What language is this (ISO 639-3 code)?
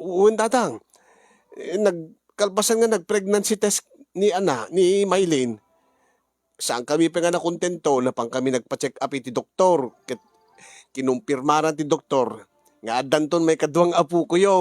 ilo